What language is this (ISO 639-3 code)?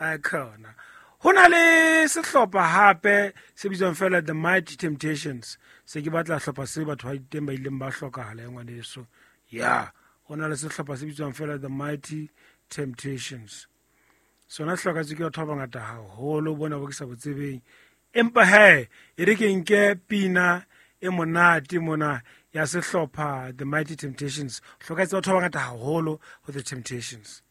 sot